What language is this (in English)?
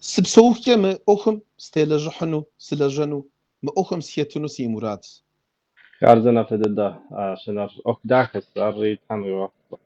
Kabardian